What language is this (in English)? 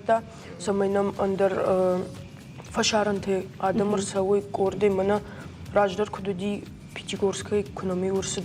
Ossetic